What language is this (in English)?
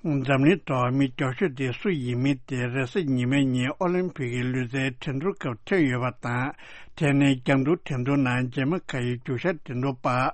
Tibetan